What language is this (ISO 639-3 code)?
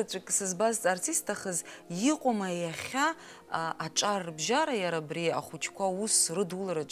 abk